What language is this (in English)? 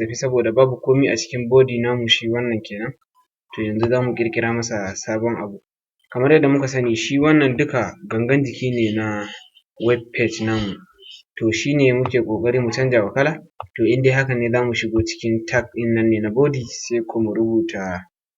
Hausa